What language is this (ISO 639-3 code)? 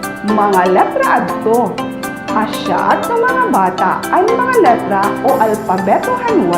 war